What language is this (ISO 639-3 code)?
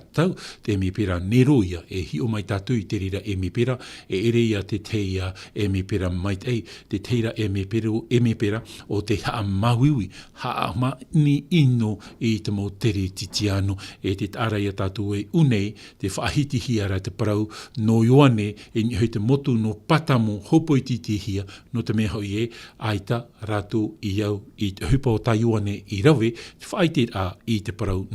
tah